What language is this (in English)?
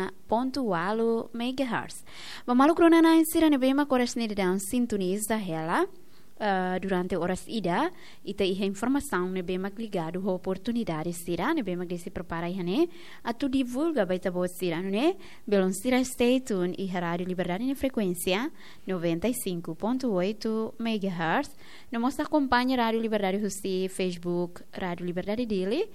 Tetum